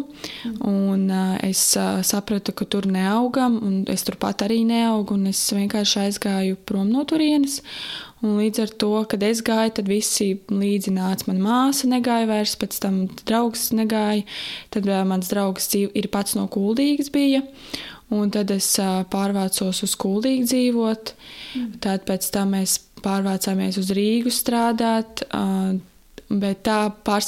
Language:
Latvian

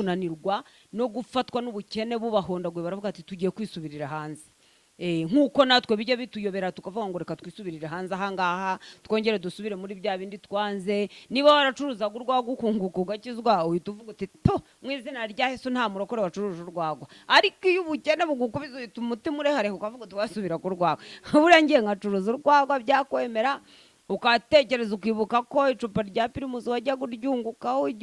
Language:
Kinyarwanda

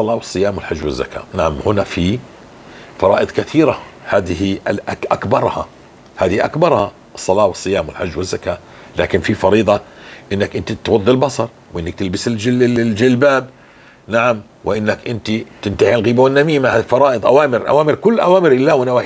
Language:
North Levantine Arabic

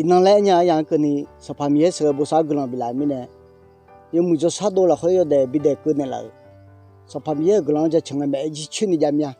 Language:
Akha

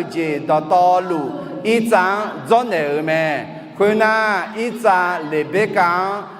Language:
Akha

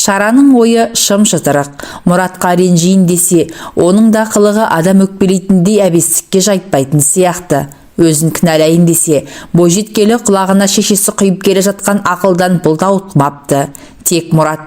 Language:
Kazakh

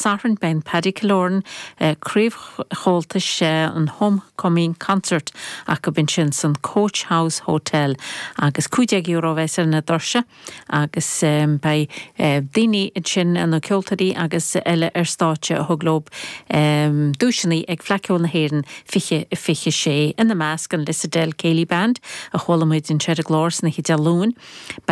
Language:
Irish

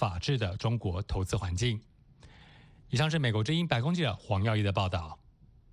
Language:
Chinese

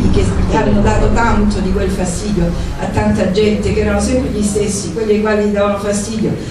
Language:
Italian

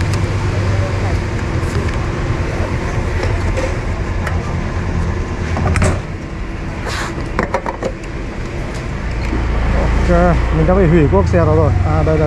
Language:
Vietnamese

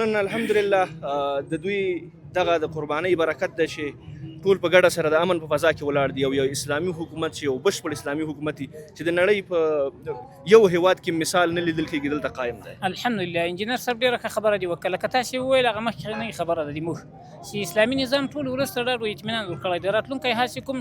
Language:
Pashto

